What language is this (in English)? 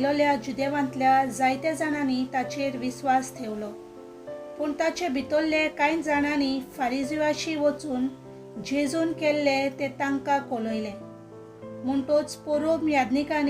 Konkani